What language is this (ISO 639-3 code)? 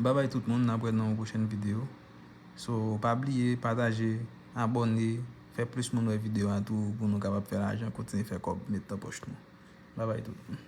hat